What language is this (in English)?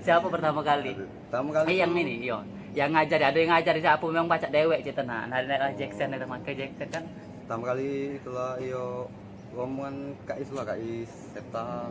Musi